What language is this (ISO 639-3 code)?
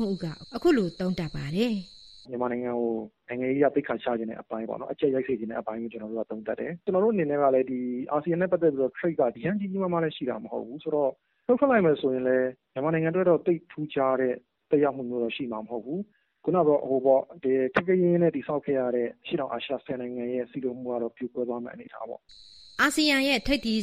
mya